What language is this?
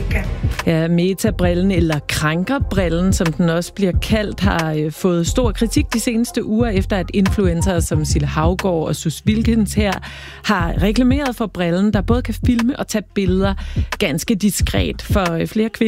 Danish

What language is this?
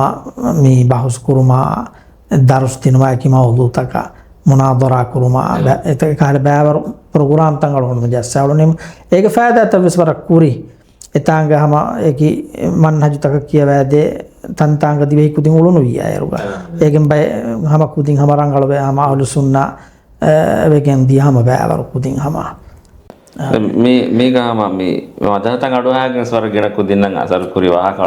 Divehi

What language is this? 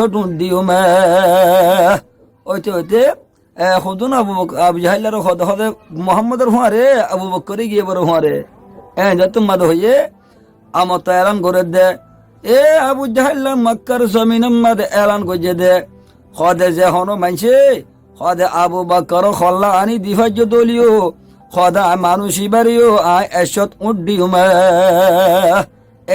Rohingya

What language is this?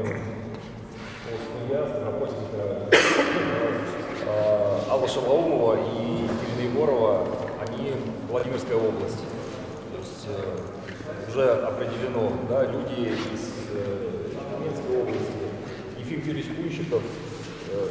Russian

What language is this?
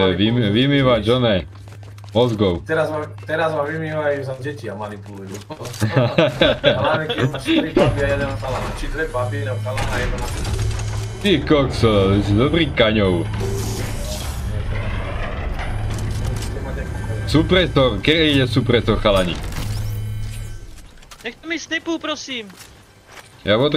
Slovak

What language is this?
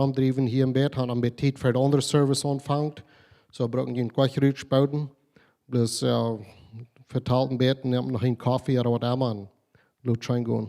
Plautdietsch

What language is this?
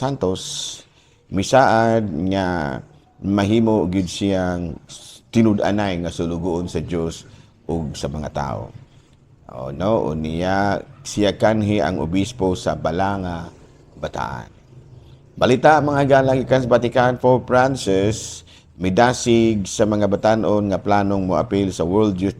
Cebuano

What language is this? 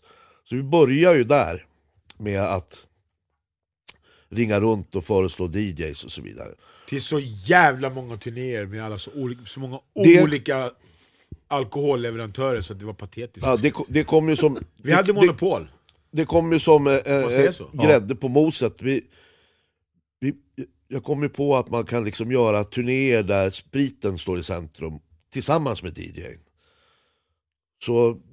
Swedish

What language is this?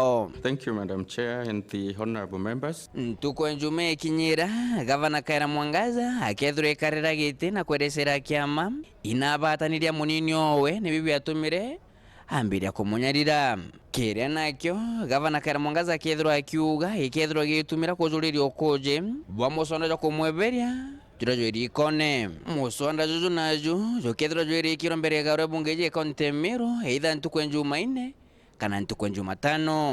Meru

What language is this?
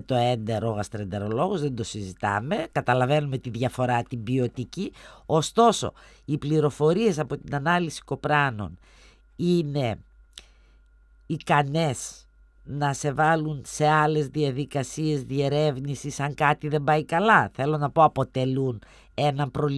Greek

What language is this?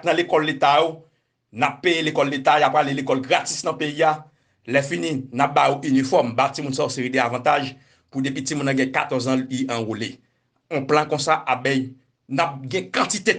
Haitian Creole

